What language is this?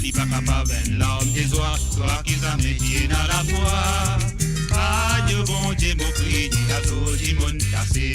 Morisyen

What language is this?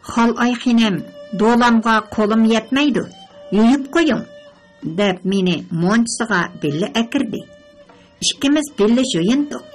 Uyghur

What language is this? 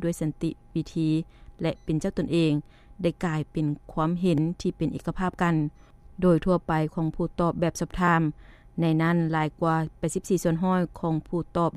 Lao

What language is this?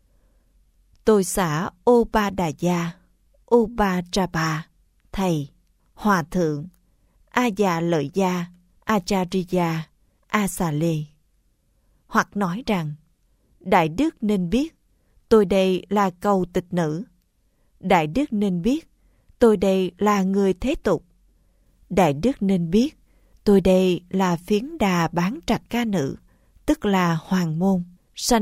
Vietnamese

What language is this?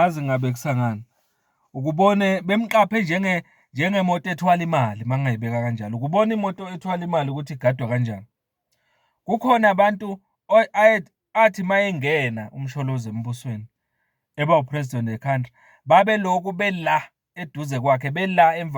Zulu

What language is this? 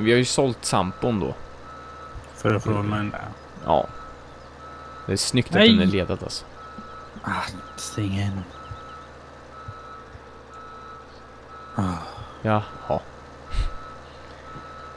Swedish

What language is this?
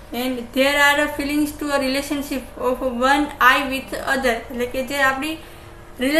Gujarati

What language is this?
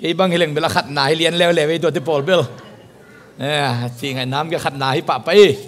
Tedim Chin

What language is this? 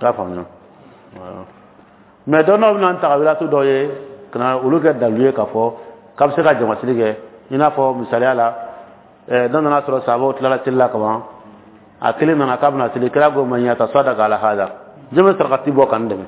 Dyula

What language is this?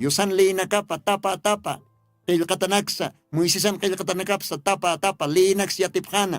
Aymara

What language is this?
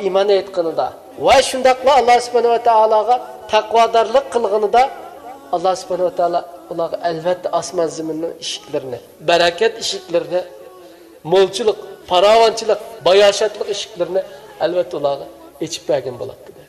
Uyghur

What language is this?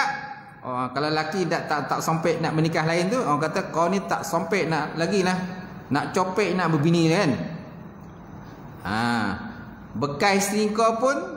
Malay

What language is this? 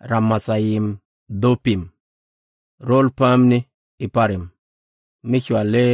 Nuer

